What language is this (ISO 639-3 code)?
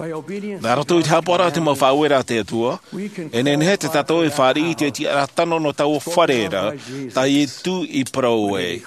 tah